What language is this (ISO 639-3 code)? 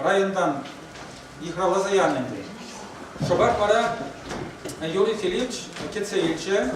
chv